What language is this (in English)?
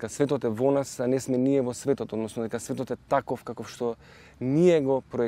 Macedonian